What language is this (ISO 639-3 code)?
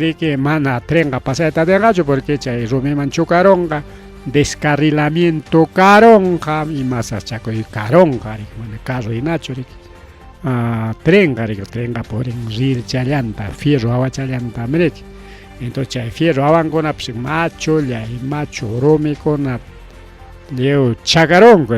quy